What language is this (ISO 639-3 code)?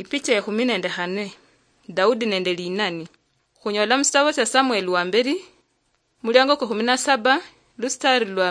luy